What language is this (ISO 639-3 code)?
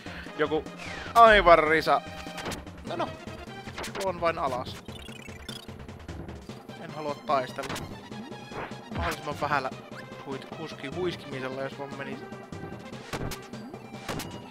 fin